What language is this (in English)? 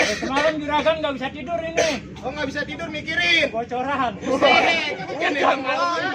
Betawi